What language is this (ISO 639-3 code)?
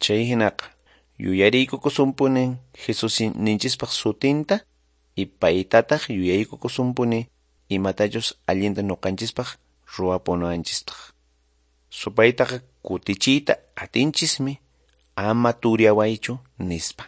que